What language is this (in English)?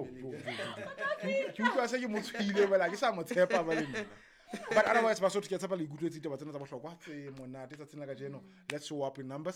Southern Sotho